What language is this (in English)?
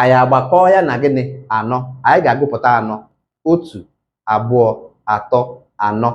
Igbo